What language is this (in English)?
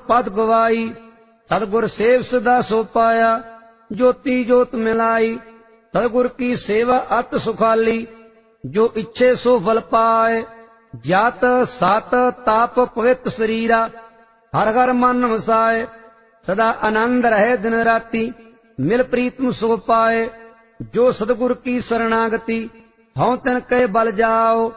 Punjabi